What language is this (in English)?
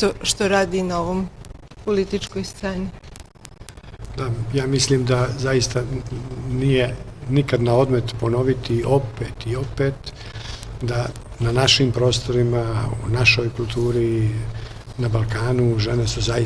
Bosnian